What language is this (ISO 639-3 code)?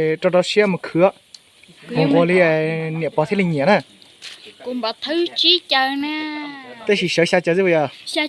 hmn